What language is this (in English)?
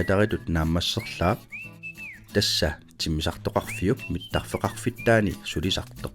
Kalaallisut